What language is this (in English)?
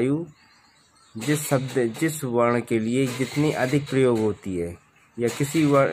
Hindi